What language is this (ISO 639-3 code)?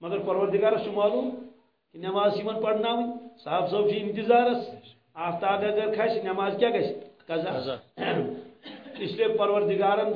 kas